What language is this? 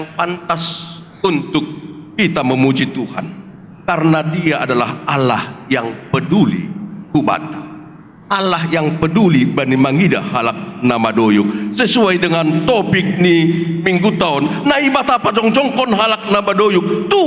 Batak Simalungun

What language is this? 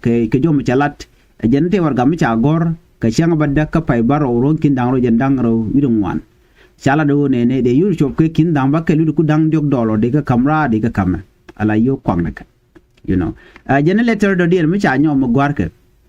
Nuer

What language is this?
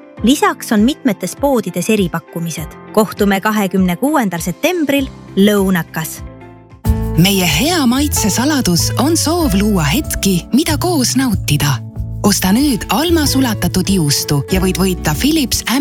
Estonian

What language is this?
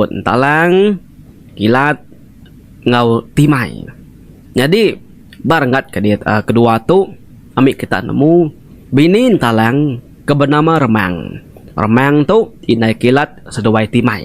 Iban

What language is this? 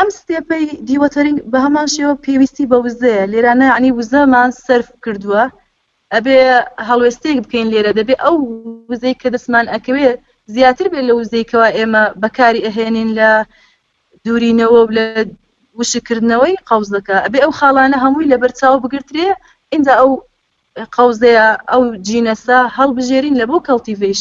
Central Kurdish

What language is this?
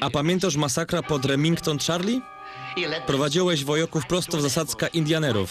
Silesian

